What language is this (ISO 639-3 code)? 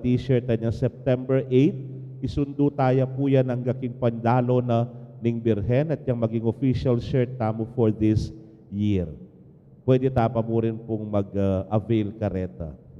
pam